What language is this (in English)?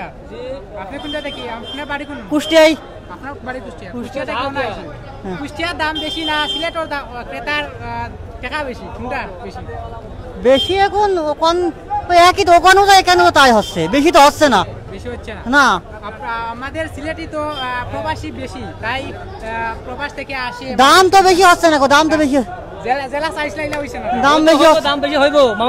Sylheti